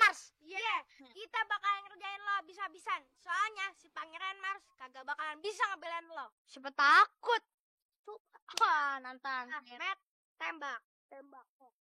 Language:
Betawi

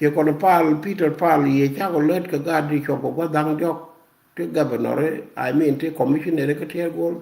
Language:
Nuer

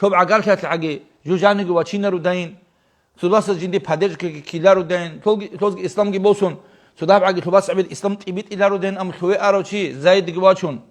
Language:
Avaric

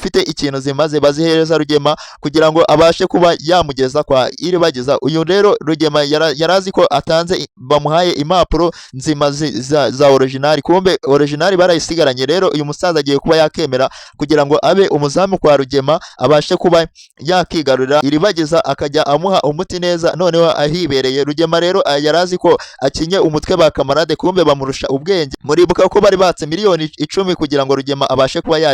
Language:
Kinyarwanda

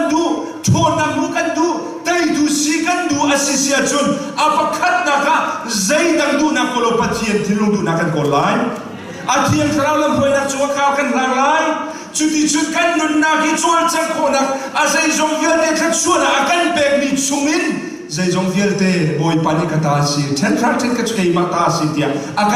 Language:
Hakha Chin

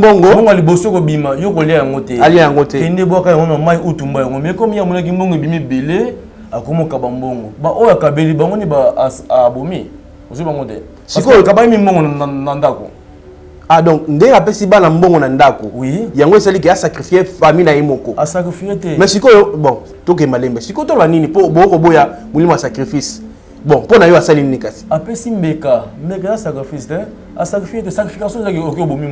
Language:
Lingala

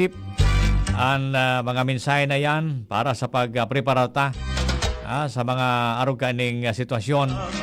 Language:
Bikol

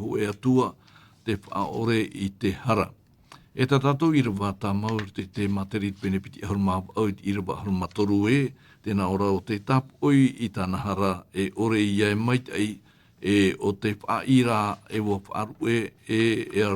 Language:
Tahitian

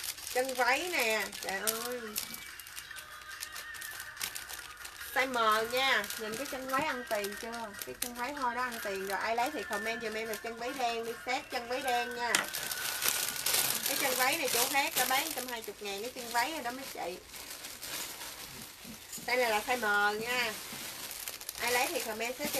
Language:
Vietnamese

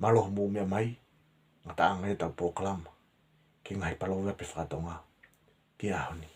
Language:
Tongan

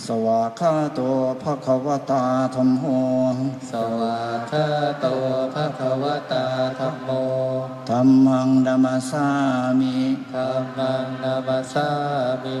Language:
Pali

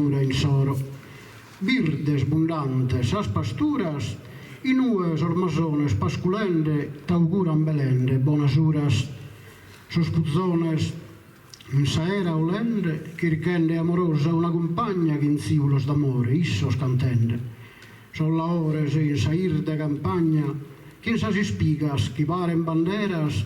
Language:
Sardinian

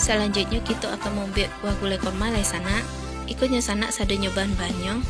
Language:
Minangkabau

